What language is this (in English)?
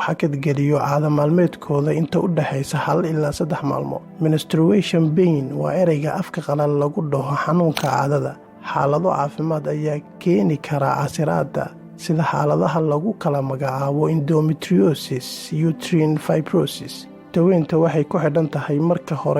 Somali